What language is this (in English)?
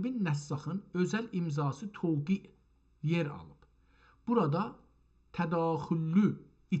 South Azerbaijani